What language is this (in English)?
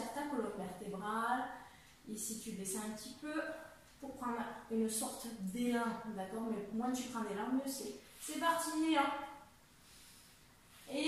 French